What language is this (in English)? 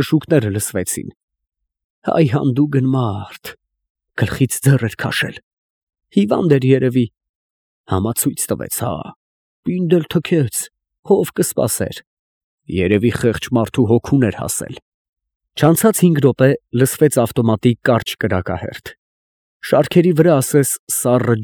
Armenian